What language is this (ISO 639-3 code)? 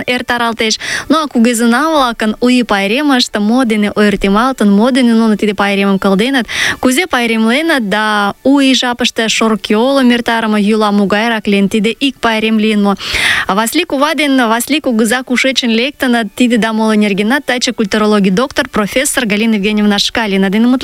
chm